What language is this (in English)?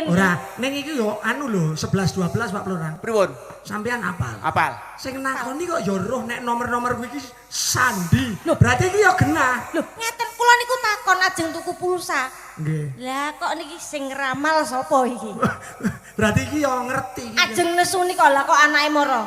Javanese